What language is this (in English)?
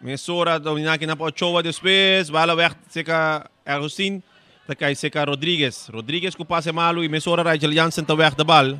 Papiamento